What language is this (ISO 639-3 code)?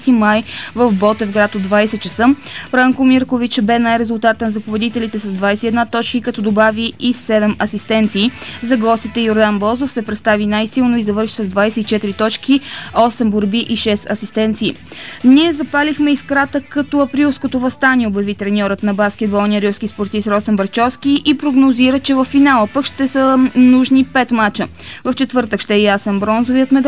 bul